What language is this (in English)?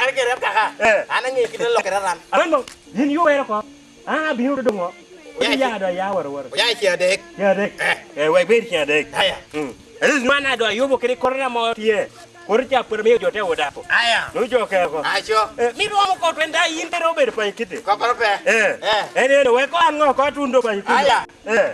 Lango (Uganda)